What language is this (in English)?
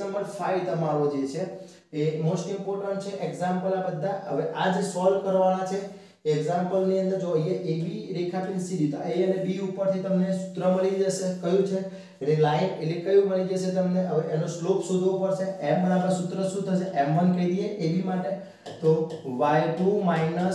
Gujarati